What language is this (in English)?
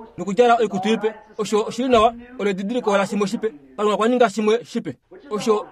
Kuanyama